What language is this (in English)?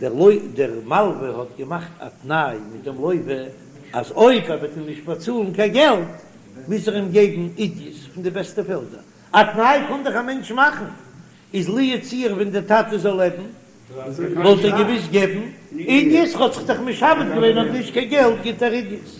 Yiddish